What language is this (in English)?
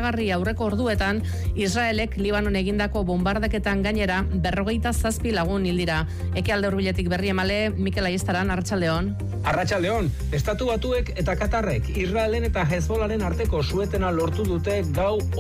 Basque